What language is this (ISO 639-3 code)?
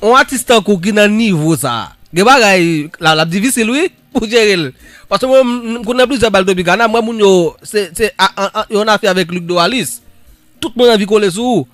hat